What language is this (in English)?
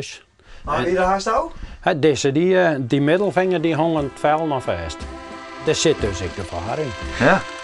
Western Frisian